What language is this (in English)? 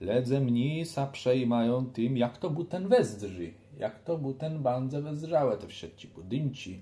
Kashubian